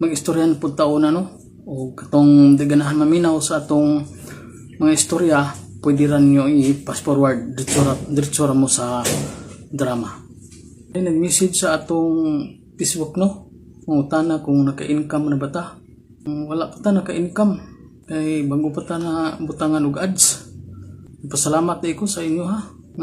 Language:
Cebuano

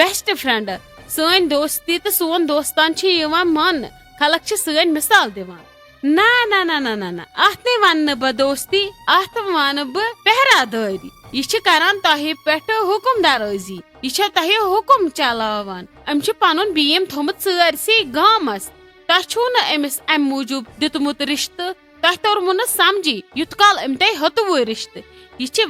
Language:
Kashmiri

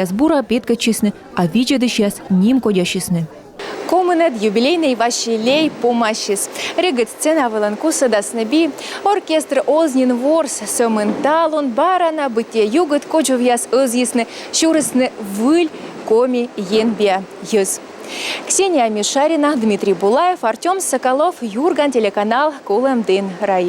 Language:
Komi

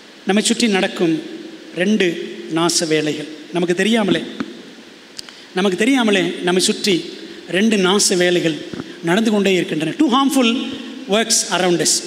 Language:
Tamil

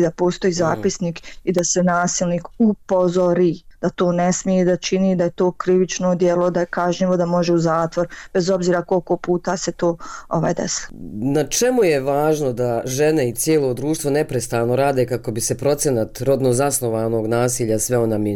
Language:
Bosnian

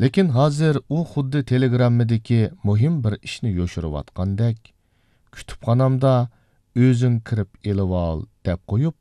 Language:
Uyghur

